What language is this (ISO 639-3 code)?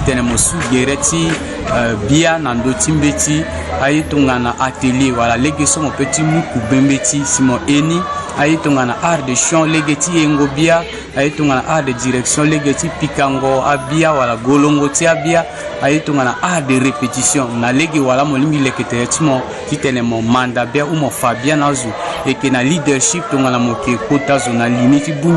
sag